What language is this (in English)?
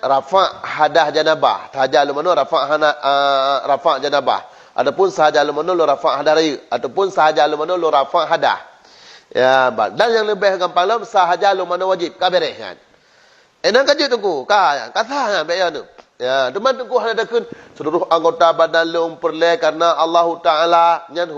Achinese